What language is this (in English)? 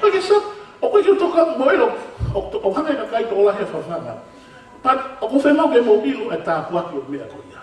Tongan